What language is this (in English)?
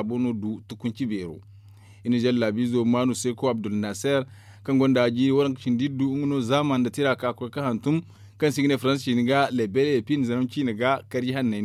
Zarma